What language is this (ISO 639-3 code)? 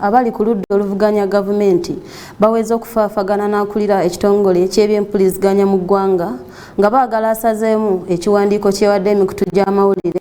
lug